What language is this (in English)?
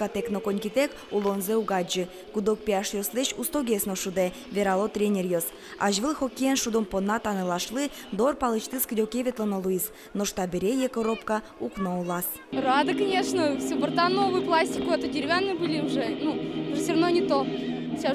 Udmurt